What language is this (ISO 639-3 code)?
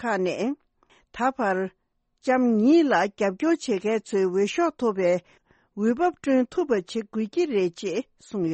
bod